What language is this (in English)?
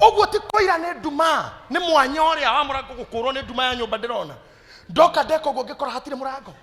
Kikuyu